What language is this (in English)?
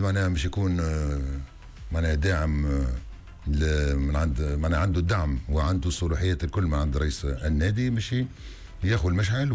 Tunisian Arabic